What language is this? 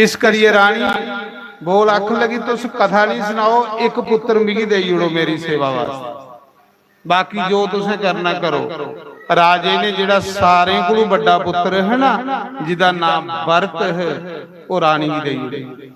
Dogri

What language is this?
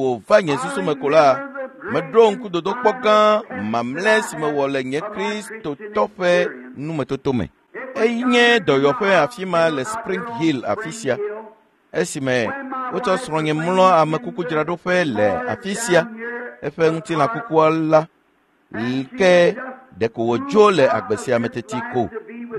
Ewe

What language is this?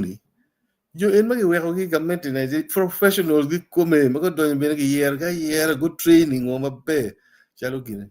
Acoli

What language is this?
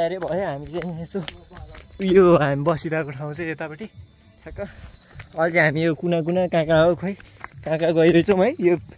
Nepali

